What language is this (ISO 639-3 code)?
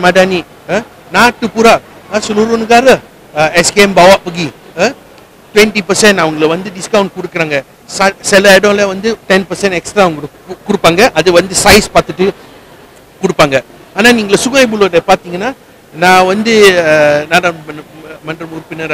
tam